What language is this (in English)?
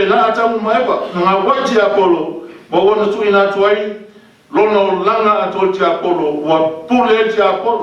Samoan